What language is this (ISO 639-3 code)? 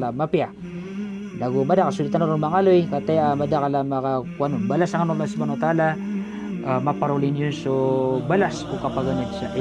mrw